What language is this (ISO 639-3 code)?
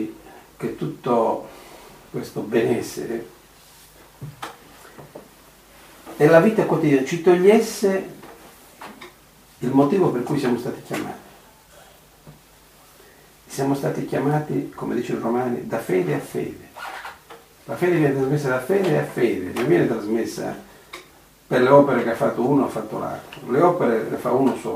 ita